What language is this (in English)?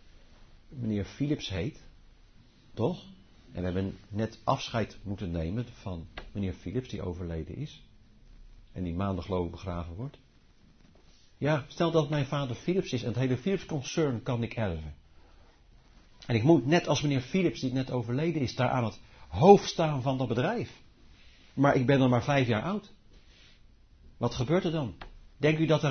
Dutch